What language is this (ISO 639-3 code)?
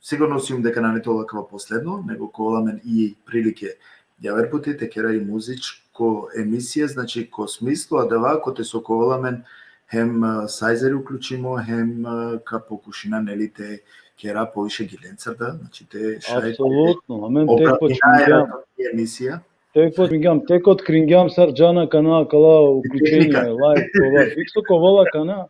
rmn